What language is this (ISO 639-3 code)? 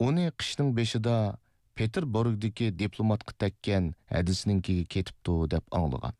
uig